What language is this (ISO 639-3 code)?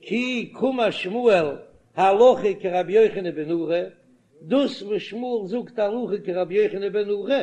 yid